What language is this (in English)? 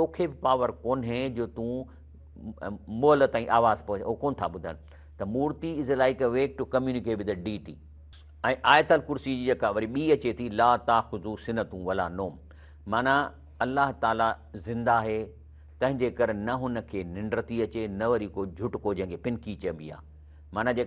Sindhi